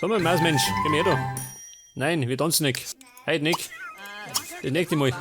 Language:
Bavarian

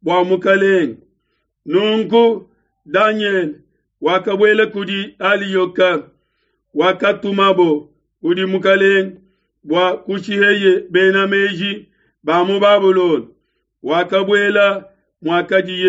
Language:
Luba-Lulua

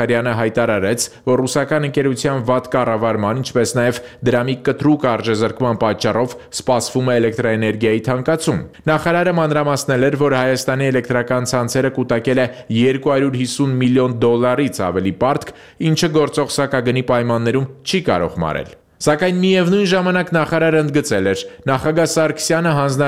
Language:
Armenian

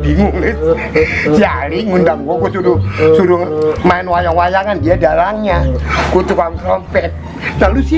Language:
Betawi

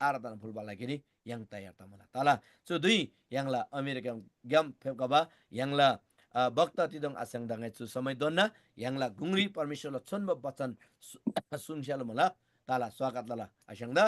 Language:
Eastern Tamang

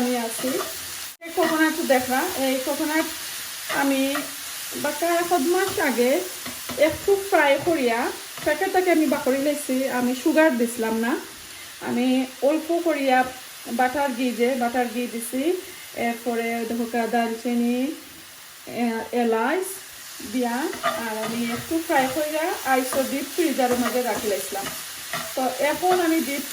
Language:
Sylheti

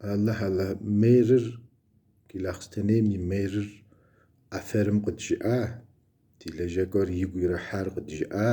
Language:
Kabardian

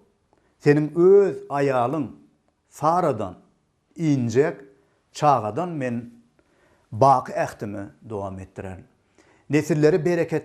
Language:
Turkmen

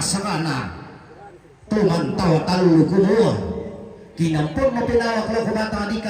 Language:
Toraja-Sa'dan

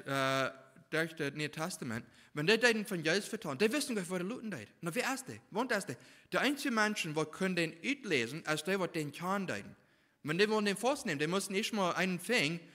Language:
Plautdietsch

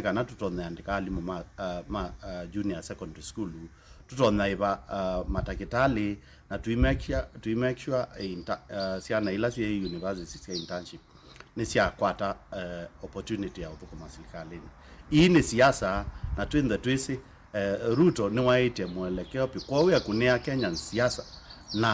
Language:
Kamba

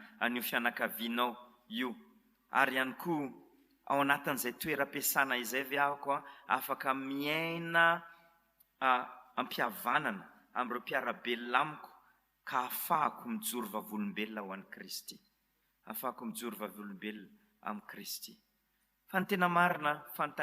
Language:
Malagasy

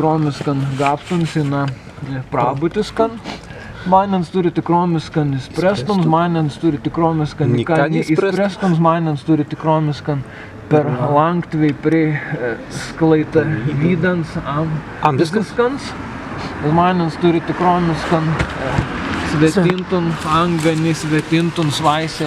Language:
Prussian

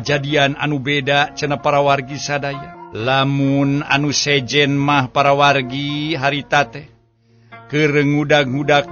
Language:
Sundanese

